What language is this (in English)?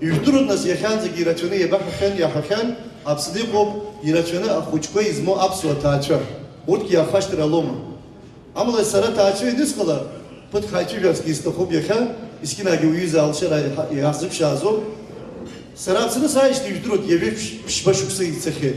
Abkhazian